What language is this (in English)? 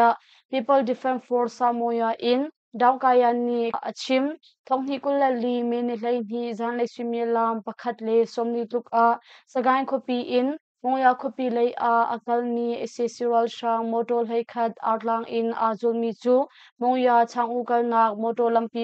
Hakha Chin